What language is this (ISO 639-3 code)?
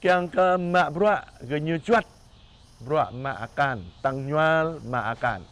jra